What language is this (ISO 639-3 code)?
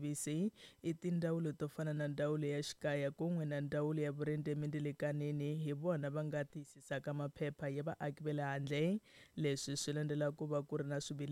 tso